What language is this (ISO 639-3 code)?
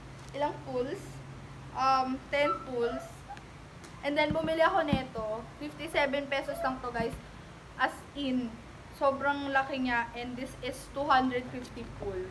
fil